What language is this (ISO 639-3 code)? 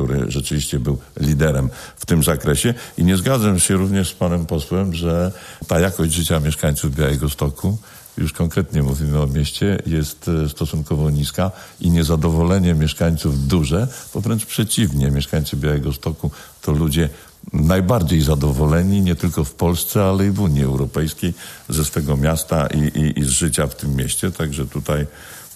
pol